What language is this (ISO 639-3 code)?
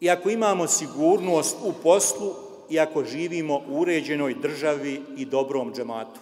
bos